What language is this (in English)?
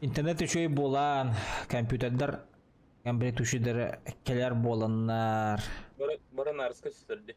Yakut